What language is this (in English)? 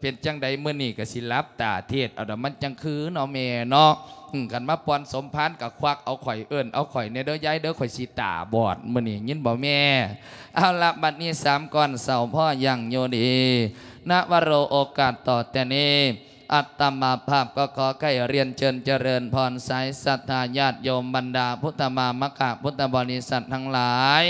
Lao